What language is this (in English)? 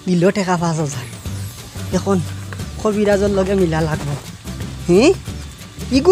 Sylheti